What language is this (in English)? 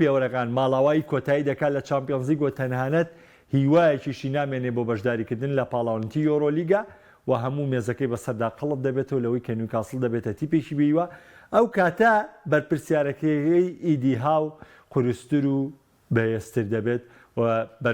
Central Kurdish